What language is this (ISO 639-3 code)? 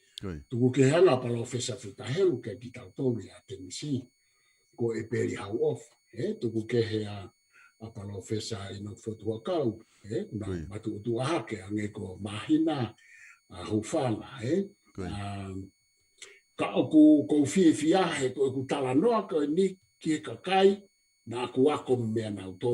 ton